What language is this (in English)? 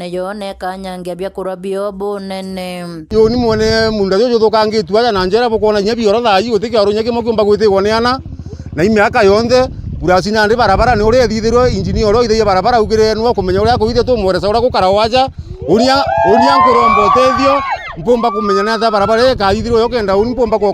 Meru